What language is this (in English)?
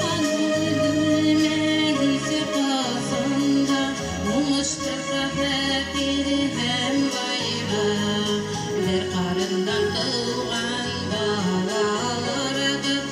Bashkir